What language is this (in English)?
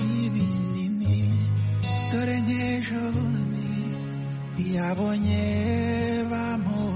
Kinyarwanda